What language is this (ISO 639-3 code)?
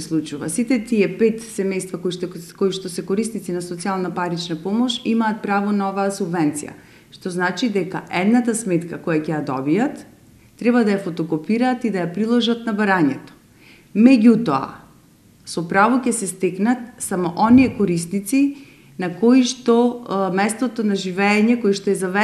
mkd